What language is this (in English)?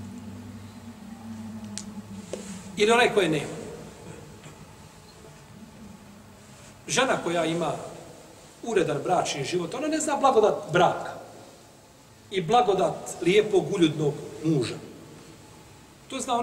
Bosnian